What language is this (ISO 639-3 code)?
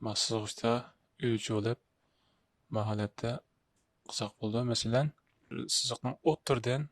uig